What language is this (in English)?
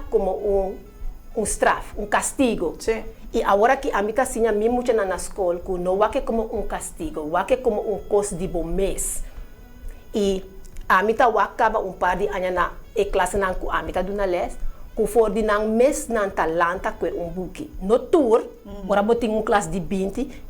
Papiamento